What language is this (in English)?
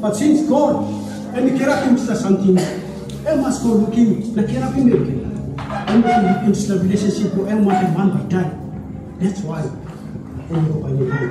Tok Pisin